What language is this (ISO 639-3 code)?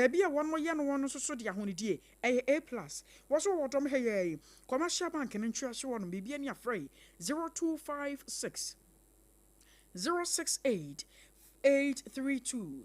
aka